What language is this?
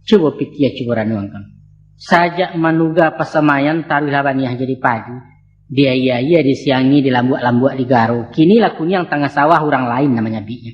Minangkabau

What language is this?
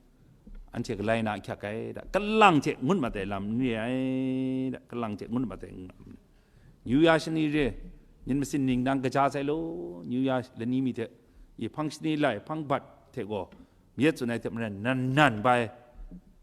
Kachin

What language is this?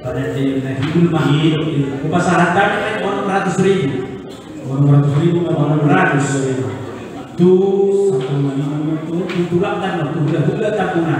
Batak Toba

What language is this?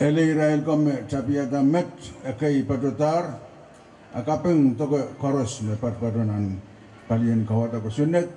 Pohnpeian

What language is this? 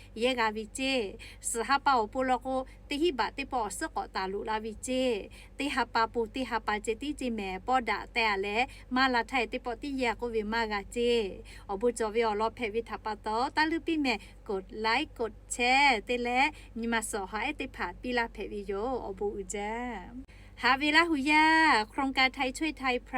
Lahu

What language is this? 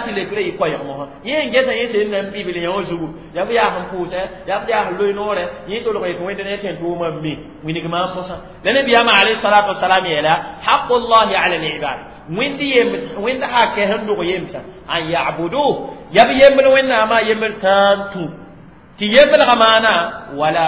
Mossi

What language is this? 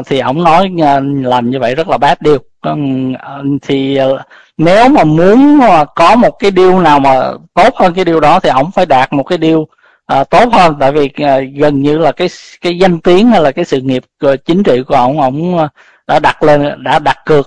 Vietnamese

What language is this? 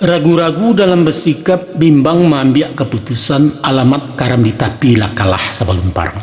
Minangkabau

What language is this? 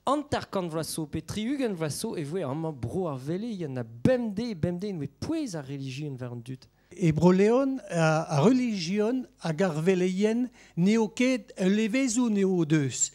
Breton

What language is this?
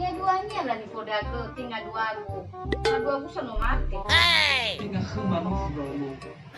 Nias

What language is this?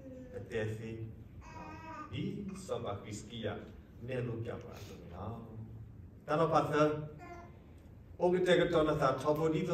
S'gaw Karen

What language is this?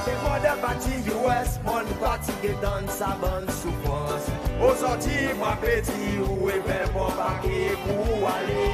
Seselwa Creole French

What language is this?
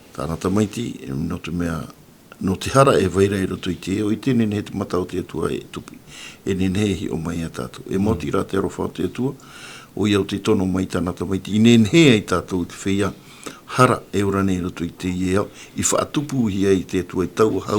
Tahitian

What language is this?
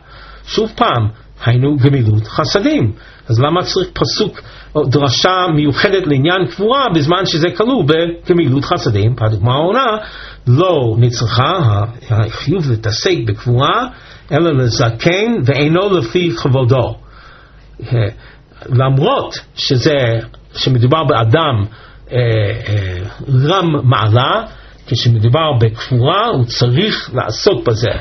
Hebrew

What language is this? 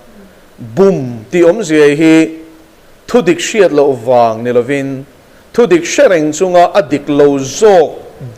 Mizo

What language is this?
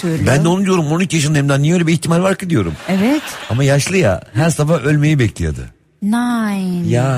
Turkish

